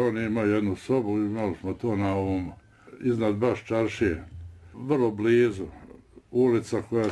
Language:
Bosnian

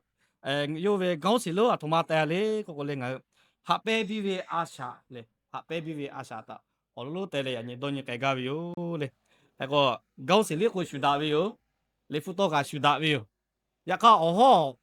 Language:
Lahu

